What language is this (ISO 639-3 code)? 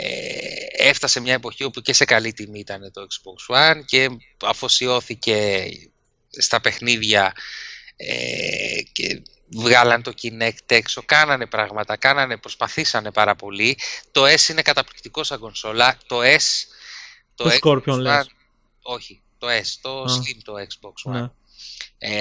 ell